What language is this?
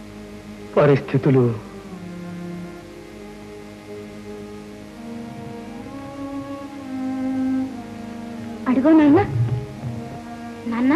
Telugu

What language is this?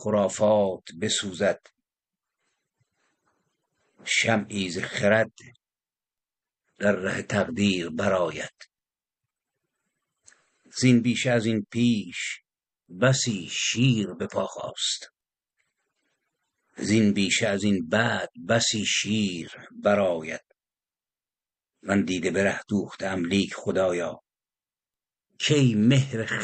Persian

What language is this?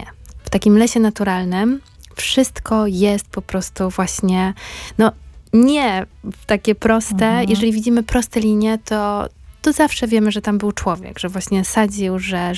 Polish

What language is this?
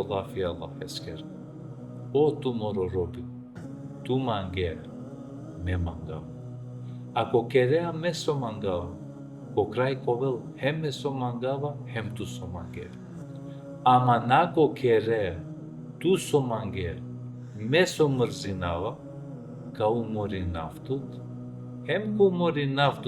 Balkan Romani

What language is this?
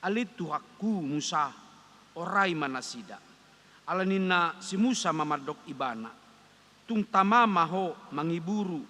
Batak Toba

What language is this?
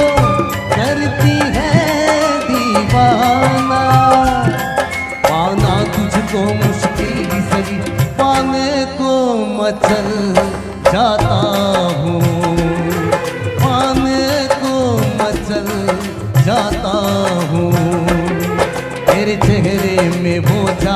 Hindi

